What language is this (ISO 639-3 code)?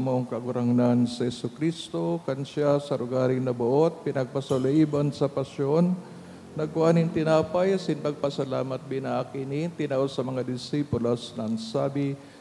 bik